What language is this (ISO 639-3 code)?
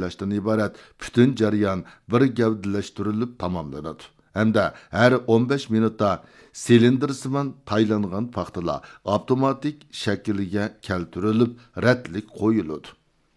uig